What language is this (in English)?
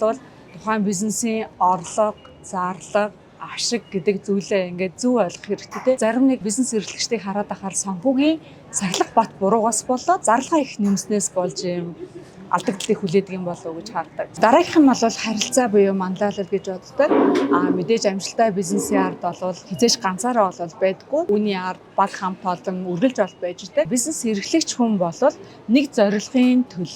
Mongolian